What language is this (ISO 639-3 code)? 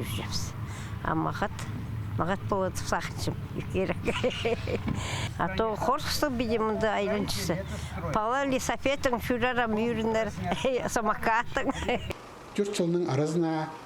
kjh